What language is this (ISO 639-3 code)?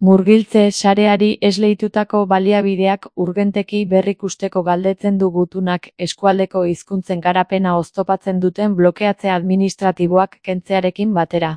eus